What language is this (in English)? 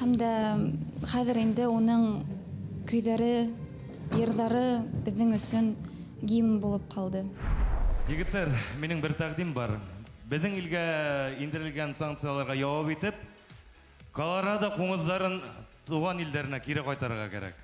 Bashkir